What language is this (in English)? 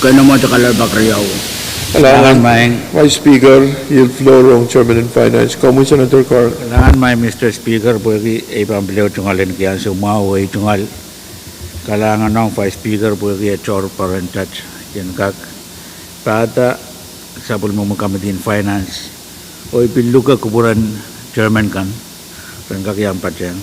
Pohnpeian